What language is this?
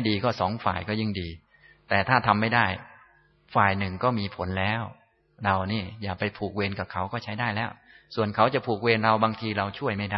Thai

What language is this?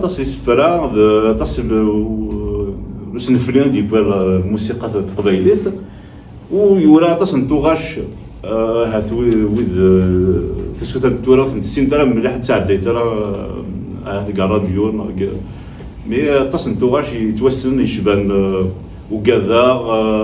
Kabyle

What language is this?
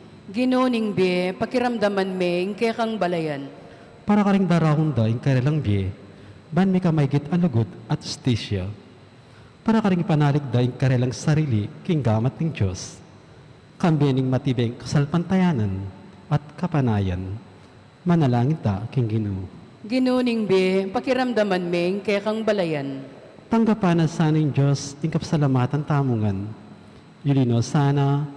Pampanga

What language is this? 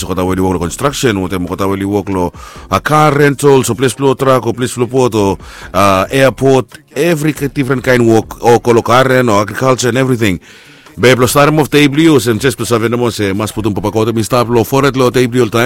Bislama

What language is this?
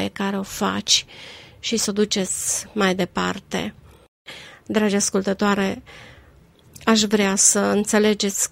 Romanian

